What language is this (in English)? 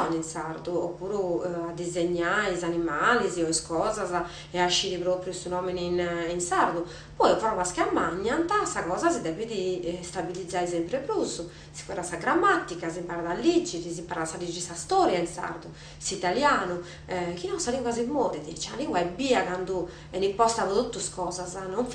Sardinian